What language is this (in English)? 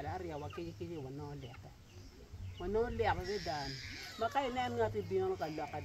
Acoli